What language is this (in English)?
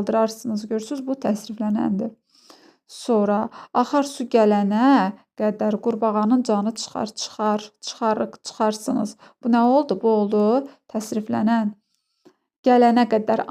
Azerbaijani